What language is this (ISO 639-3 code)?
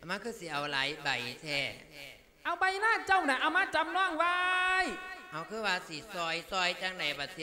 lao